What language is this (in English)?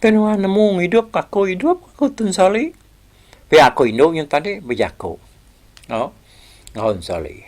Iban